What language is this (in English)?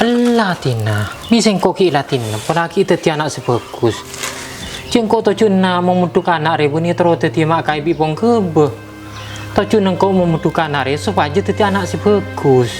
Madurese